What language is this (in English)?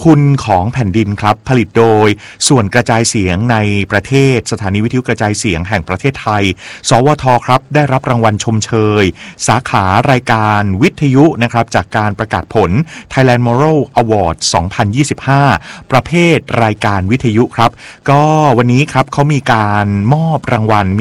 Thai